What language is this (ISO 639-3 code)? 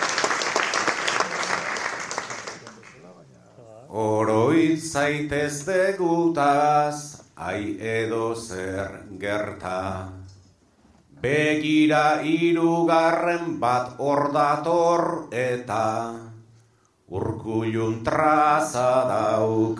eus